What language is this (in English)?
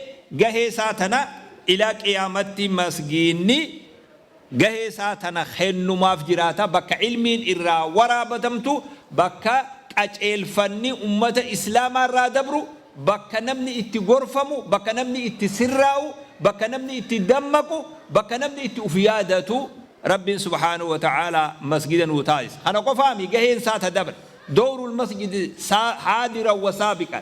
Oromo